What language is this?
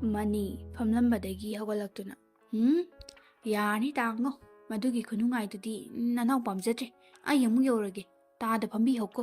Manipuri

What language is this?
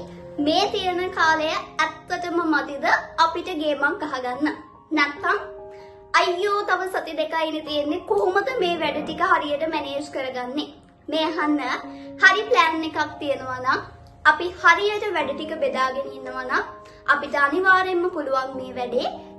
Sinhala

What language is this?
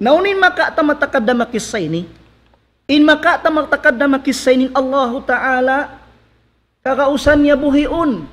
Tausug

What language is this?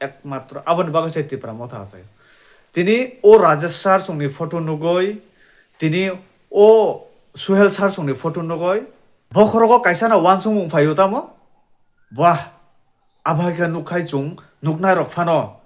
Kok Borok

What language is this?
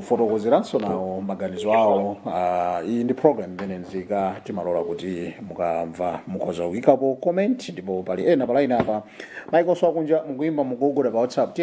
Nyanja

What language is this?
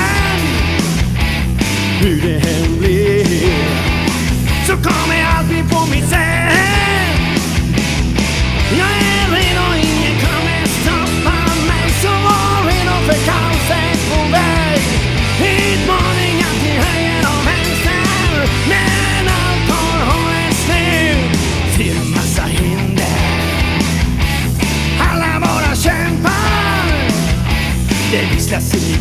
Swedish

